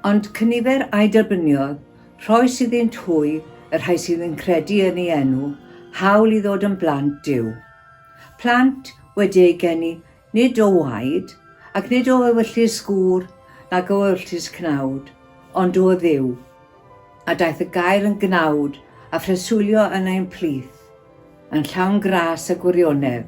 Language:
Welsh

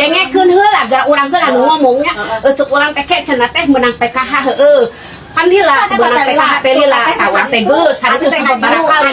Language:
Sundanese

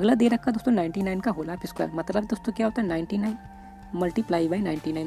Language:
Hindi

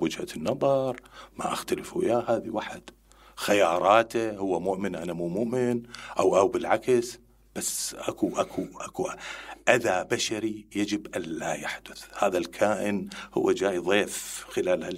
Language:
Mesopotamian Arabic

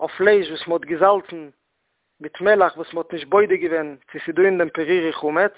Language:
Yiddish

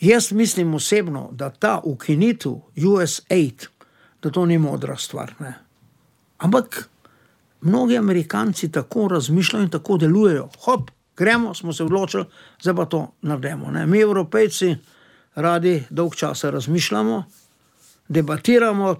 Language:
Slovenian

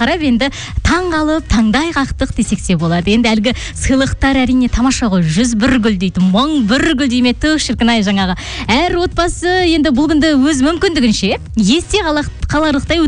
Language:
Kazakh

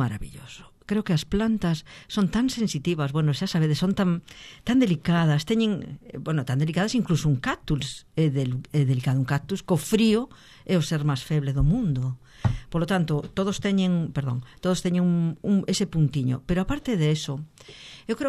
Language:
Galician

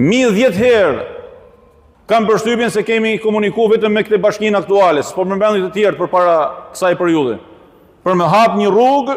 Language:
Albanian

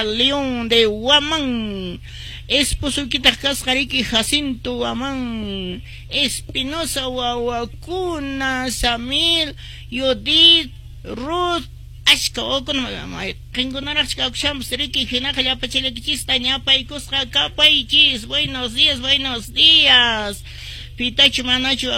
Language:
Quechua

